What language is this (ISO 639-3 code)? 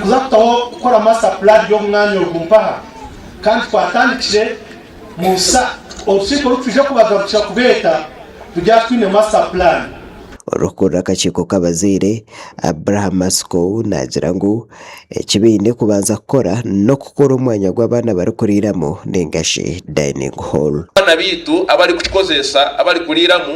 nyn